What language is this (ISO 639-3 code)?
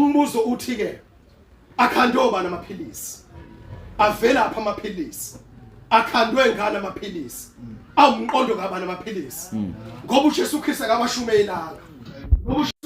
zul